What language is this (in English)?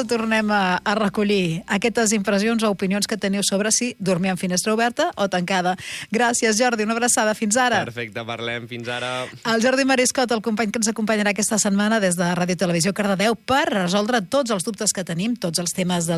Catalan